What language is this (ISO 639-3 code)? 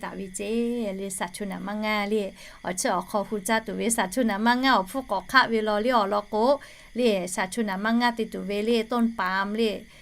lhu